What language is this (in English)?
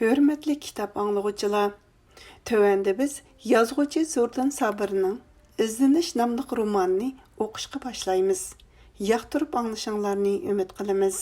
Uyghur